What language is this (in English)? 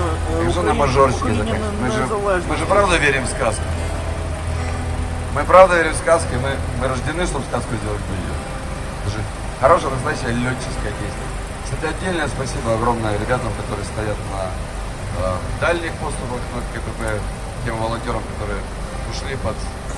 Russian